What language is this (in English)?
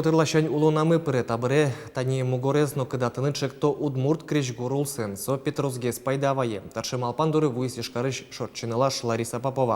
Udmurt